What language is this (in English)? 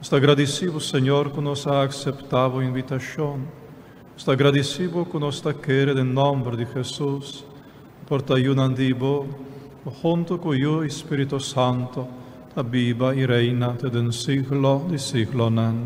Papiamento